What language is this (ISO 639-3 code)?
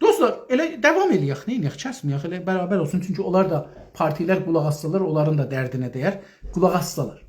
azb